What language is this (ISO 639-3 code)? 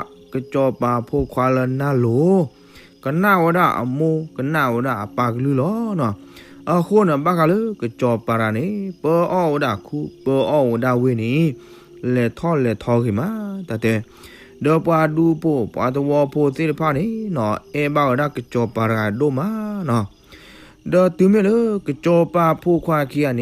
ksw